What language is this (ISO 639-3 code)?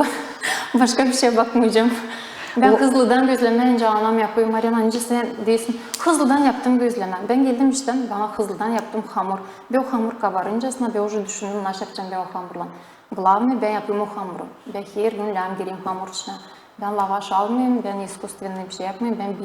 gag